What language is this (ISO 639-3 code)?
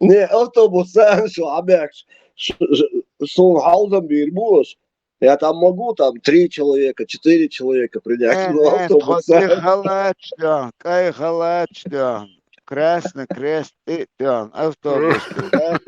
che